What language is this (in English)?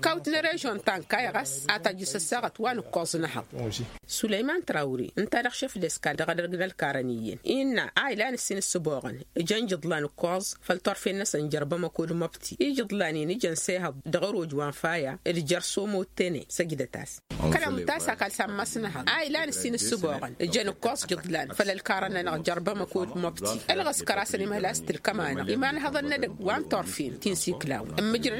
Tamasheq